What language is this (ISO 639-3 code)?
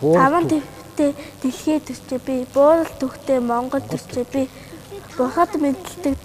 mon